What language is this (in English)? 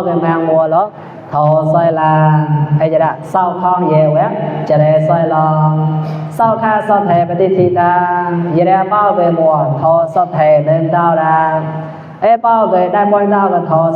Mon